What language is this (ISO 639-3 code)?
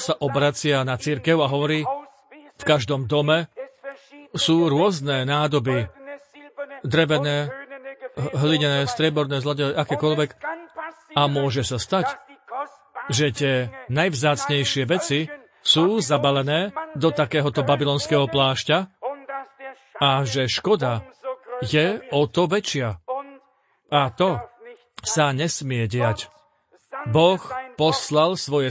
slk